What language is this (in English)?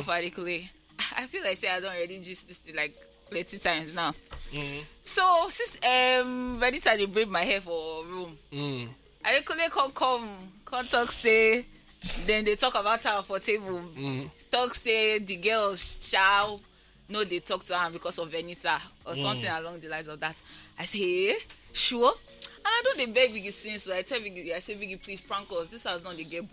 Nigerian Pidgin